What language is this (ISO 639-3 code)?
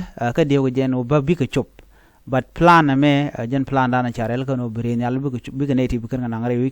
nus